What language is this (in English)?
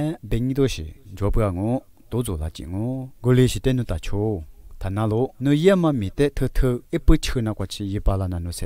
Lisu